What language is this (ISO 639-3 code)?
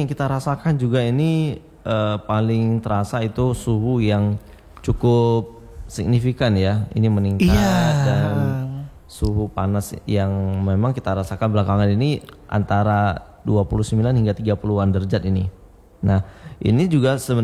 ind